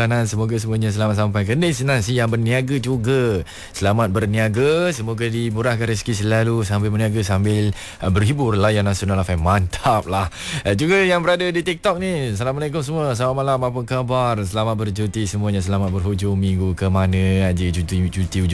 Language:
Malay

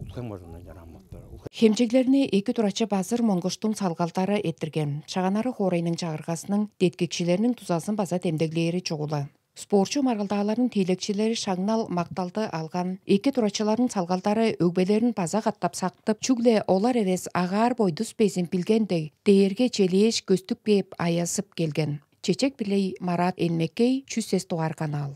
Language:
Tuvinian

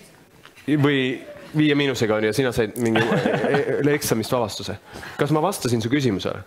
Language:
Estonian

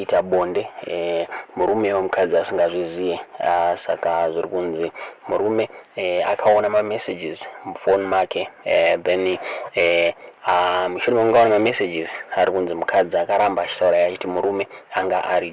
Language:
Shona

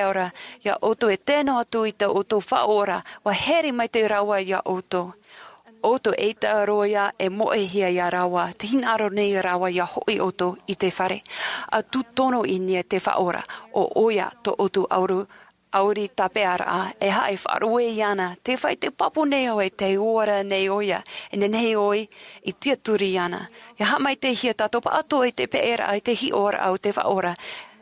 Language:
Tahitian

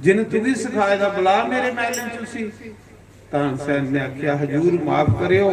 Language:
Dogri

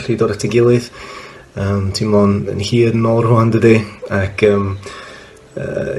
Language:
Welsh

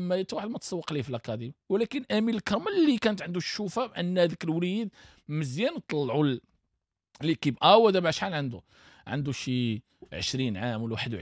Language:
Moroccan Arabic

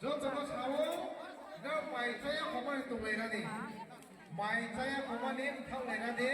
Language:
Riang (India)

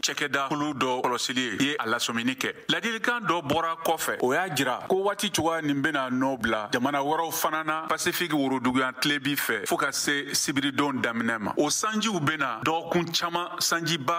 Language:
Bambara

